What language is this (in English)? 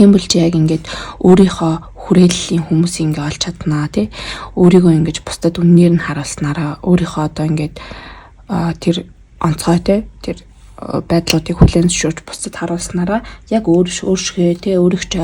Mongolian